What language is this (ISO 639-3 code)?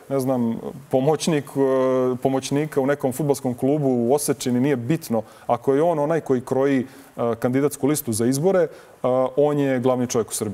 srp